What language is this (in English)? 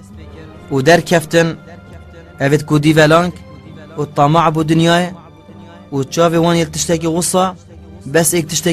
Kurdish